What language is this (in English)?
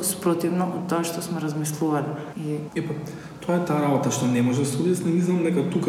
Macedonian